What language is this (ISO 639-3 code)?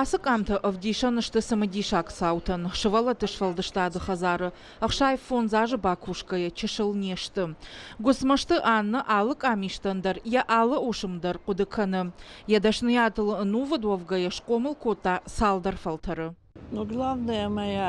oss